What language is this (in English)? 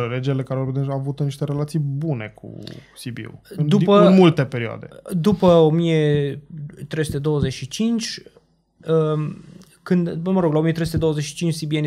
Romanian